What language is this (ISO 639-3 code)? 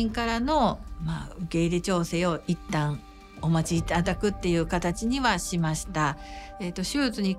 jpn